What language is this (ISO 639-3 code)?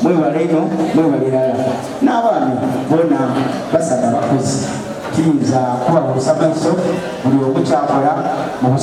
xog